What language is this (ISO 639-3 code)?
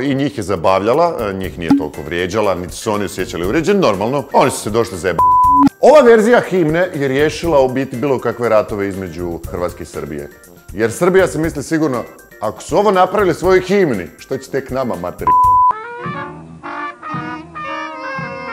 hrv